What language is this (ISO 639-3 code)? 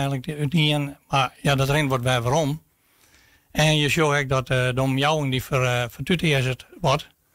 fry